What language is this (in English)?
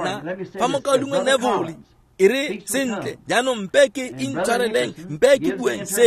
Tswana